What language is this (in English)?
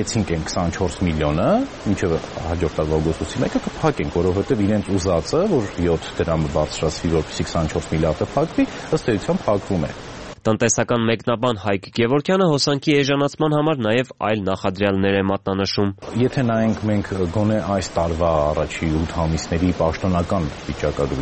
Armenian